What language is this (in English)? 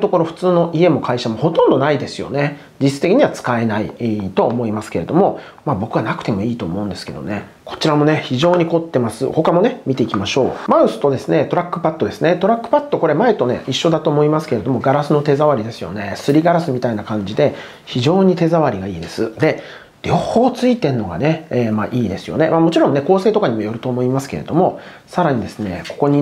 Japanese